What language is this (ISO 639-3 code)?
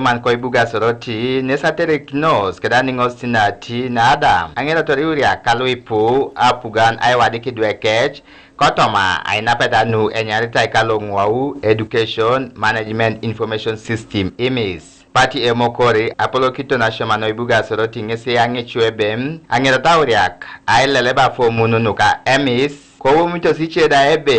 teo